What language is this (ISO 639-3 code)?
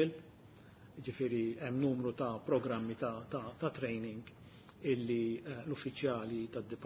mlt